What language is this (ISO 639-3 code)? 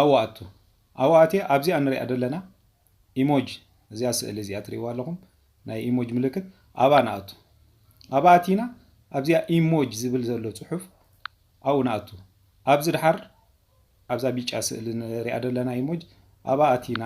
tir